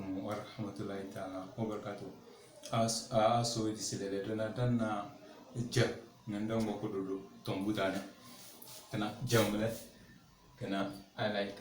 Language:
Tem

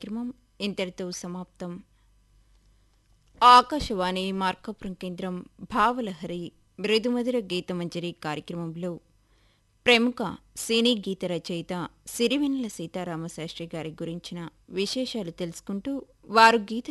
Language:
Telugu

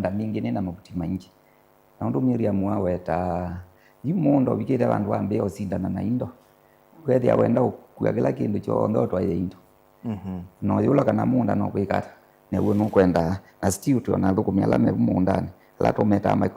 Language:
Kamba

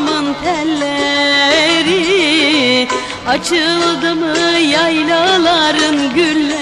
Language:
Turkish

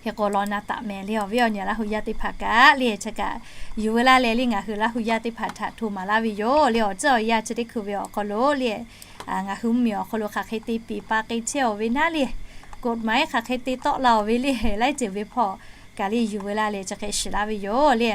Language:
Lahu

